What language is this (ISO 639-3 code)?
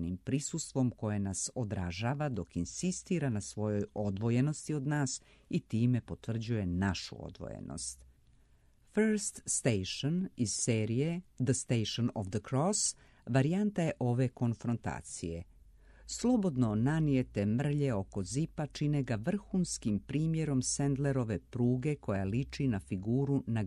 srp